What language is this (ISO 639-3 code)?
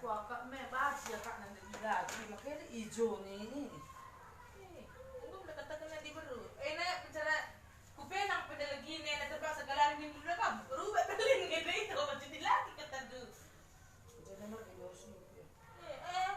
btx